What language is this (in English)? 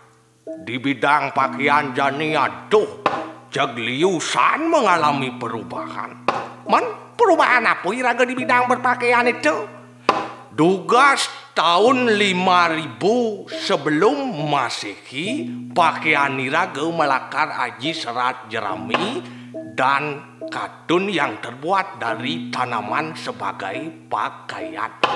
Balinese